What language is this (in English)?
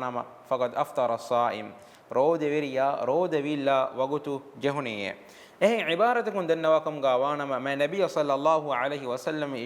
Divehi